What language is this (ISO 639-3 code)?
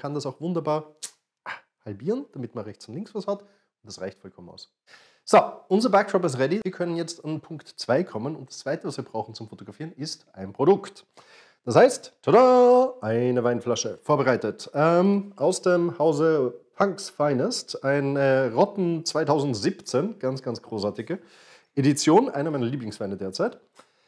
deu